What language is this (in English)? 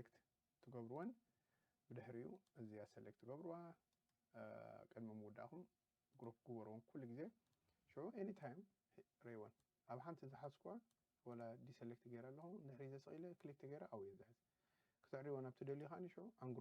Tigrinya